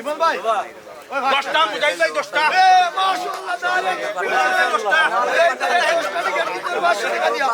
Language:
Sylheti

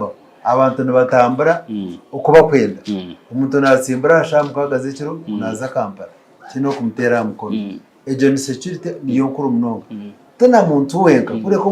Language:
Nyankole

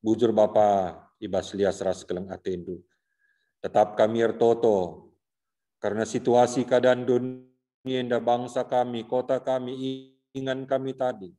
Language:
Batak Karo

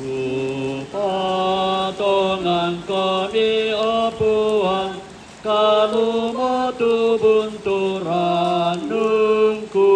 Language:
Toraja-Sa'dan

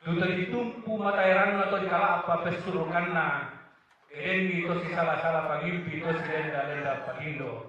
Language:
Toraja-Sa'dan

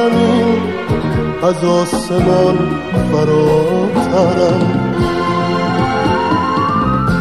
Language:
Persian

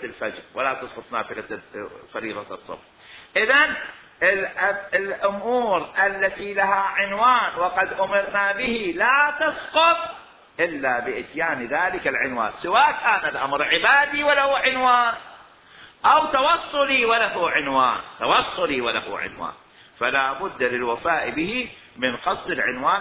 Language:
Mesopotamian Arabic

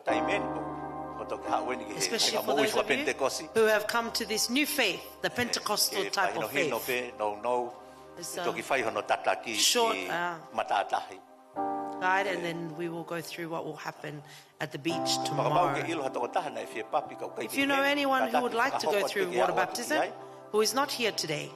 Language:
Tongan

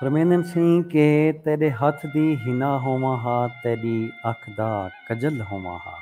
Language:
Saraiki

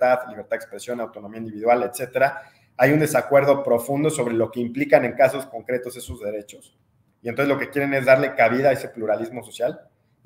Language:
Spanish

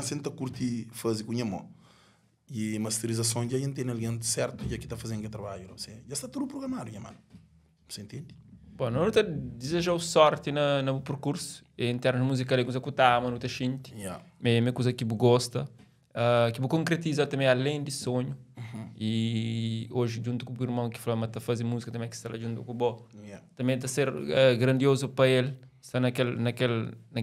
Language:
Kabuverdianu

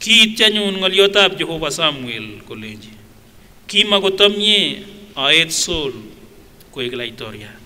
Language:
Kipsigis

